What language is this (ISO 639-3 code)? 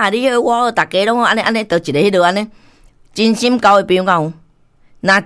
nan